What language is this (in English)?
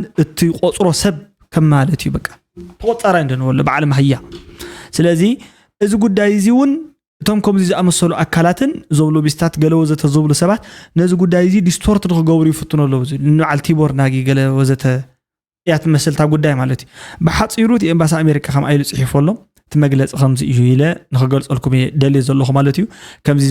Tigrinya